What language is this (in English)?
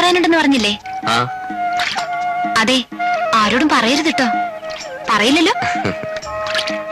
Malayalam